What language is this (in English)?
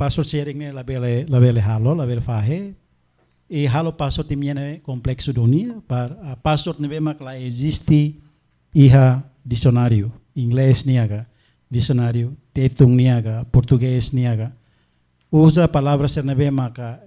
Tetum